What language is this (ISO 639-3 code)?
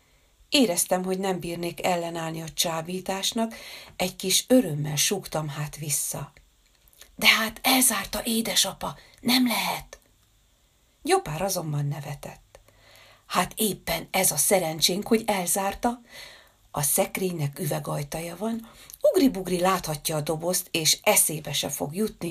hun